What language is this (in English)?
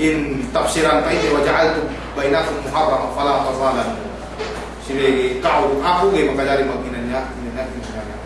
Yakan